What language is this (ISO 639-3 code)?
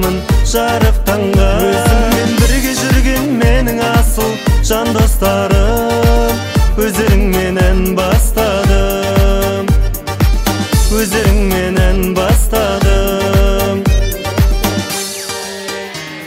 kaz